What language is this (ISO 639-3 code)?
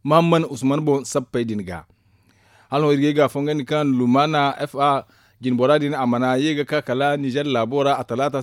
dje